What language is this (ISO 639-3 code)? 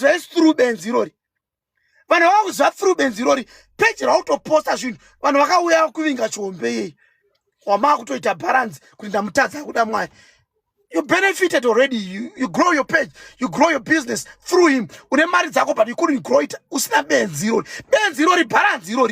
sna